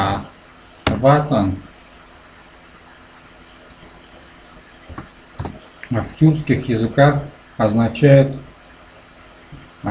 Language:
Russian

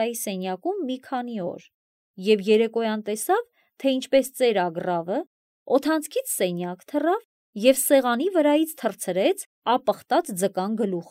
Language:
Armenian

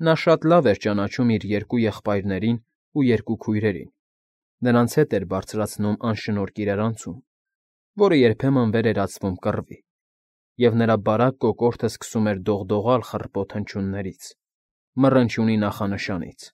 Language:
Armenian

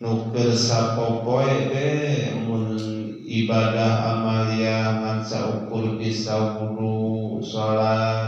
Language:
Sundanese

